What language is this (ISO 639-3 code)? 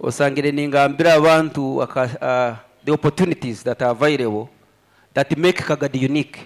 nyn